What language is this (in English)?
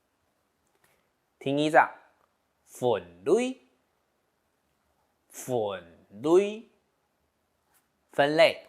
Hakka Chinese